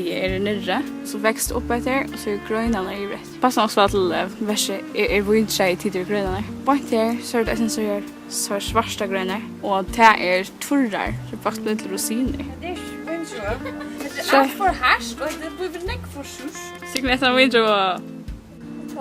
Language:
Faroese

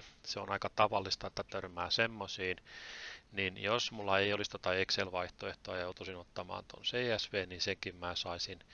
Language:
Finnish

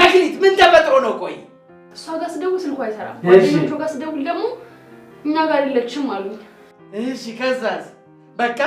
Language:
Amharic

